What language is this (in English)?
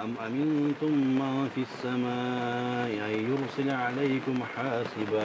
Crimean Tatar